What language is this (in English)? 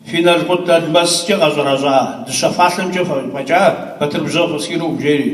Kabardian